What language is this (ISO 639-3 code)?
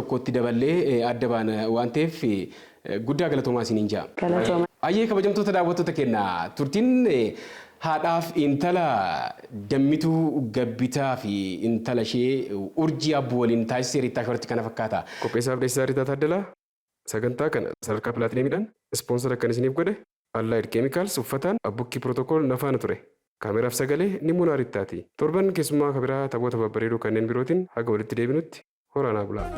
orm